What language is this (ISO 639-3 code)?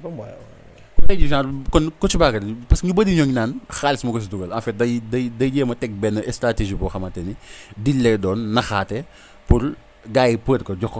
wol